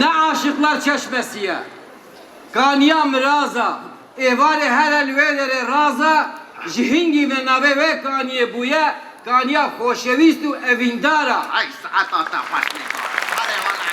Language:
Kurdish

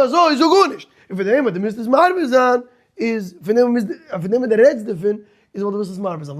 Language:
Yiddish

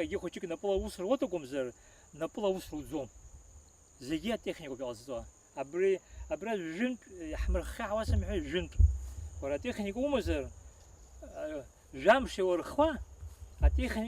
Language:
Abkhazian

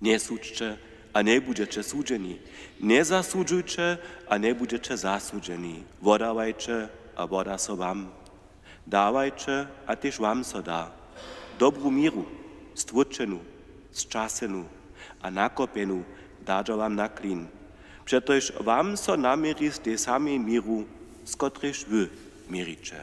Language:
Upper Sorbian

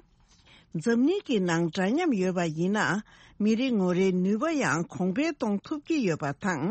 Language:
Tibetan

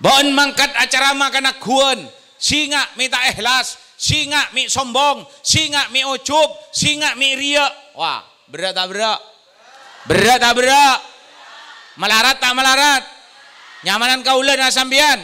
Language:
Madurese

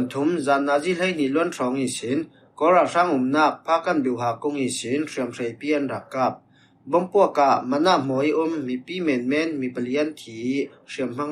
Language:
Falam Chin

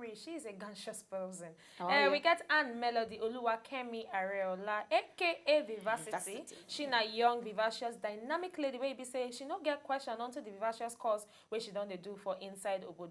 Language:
Nigerian Pidgin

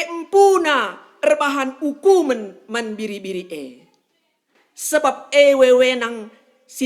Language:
Batak Karo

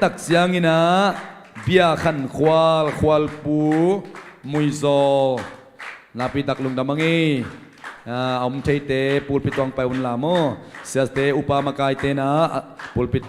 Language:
Tedim Chin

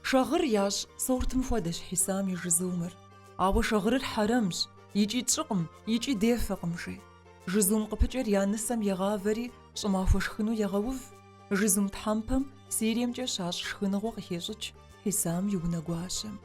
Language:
Kabardian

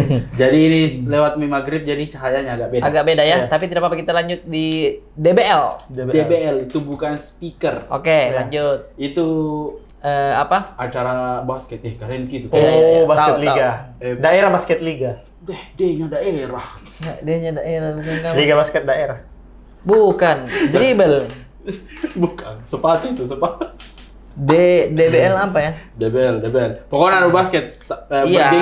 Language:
Makassar Malay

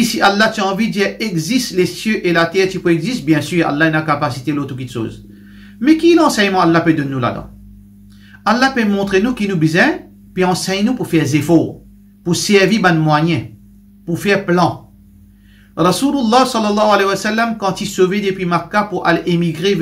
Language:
Morisyen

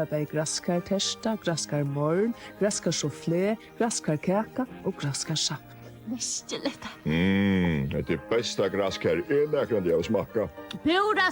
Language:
Faroese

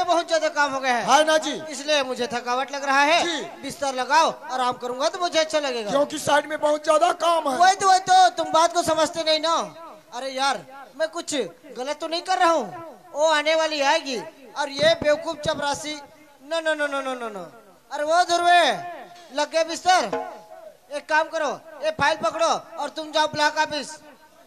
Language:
Chhattisgarhi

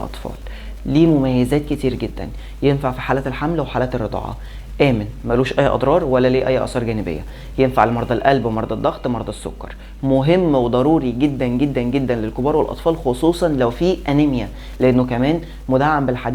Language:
Egyptian Arabic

